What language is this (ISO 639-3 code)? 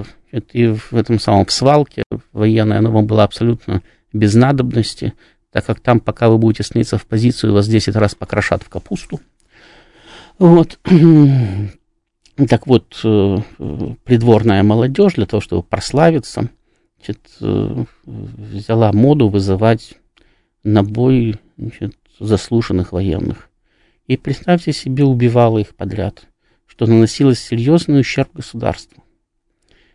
rus